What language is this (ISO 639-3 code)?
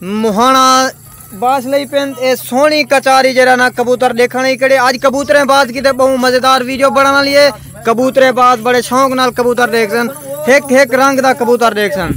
skr